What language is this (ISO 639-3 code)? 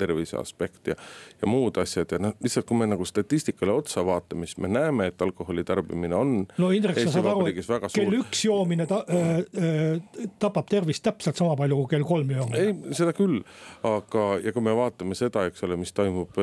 est